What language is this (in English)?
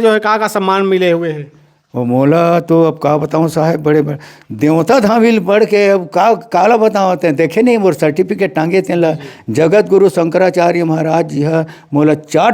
Chhattisgarhi